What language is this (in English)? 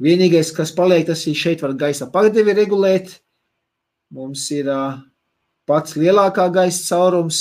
Latvian